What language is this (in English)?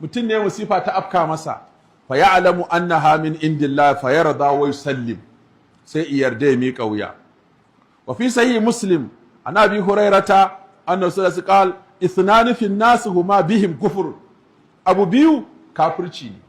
Hausa